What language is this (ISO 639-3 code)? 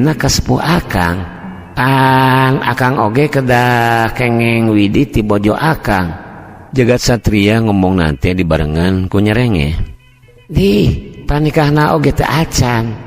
sun